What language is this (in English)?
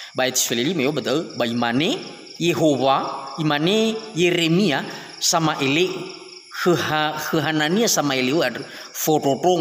Nias